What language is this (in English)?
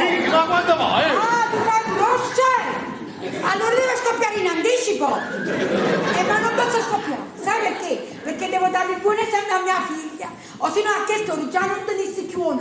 Neapolitan